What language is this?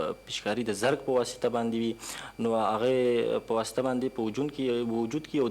Pashto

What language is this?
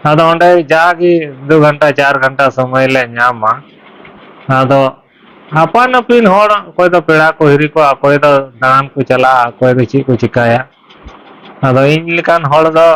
Santali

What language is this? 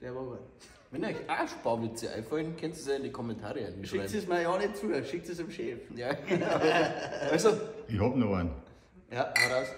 Bavarian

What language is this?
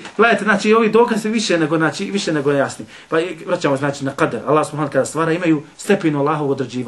Bosnian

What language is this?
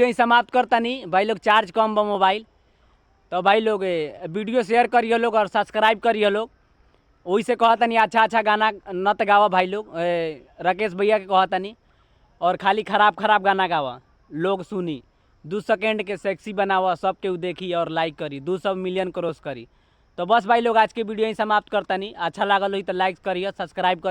Bhojpuri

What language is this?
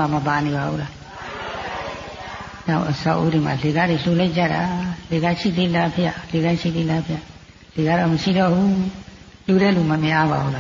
Burmese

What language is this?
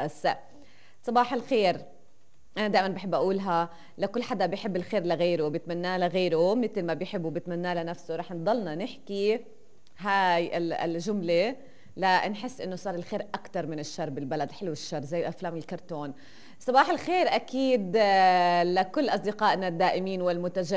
North Levantine Arabic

